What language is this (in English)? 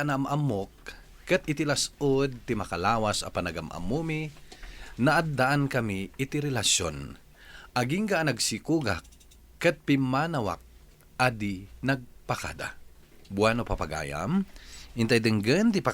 Iloko